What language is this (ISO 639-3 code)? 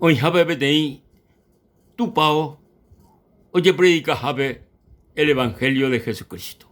grn